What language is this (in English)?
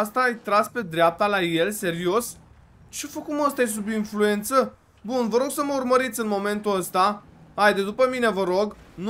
Romanian